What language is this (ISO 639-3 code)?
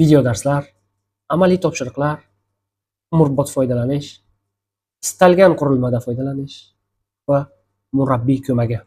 uzb